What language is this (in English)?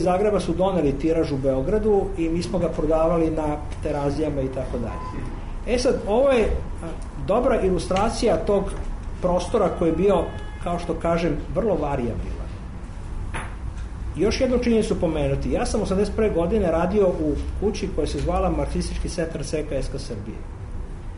Serbian